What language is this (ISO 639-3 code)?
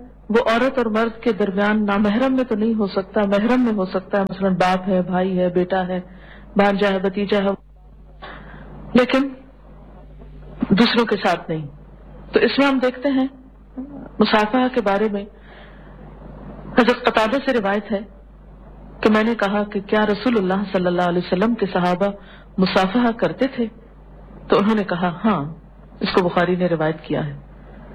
urd